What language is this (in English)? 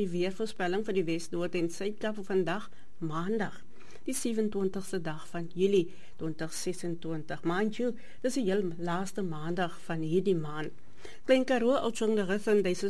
Afrikaans